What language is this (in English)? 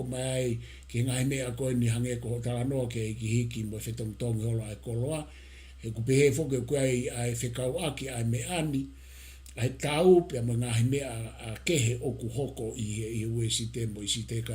Tongan